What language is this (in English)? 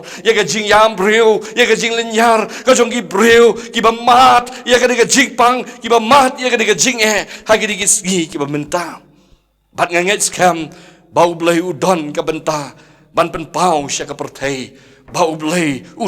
Khasi